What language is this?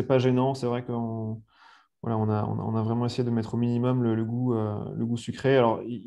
French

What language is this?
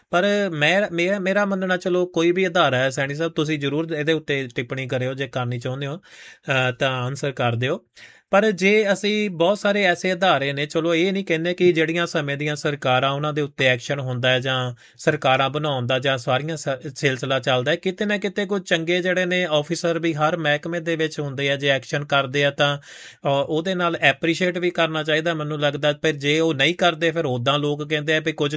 Punjabi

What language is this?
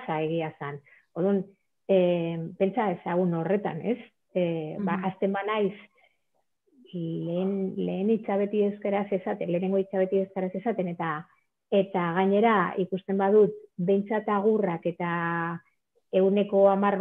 Basque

